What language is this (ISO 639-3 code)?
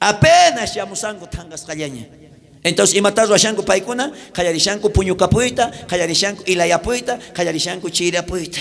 quh